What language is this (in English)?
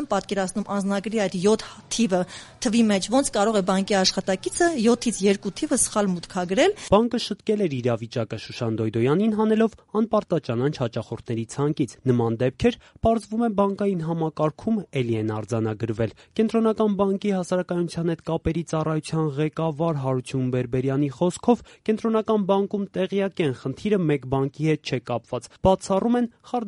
Armenian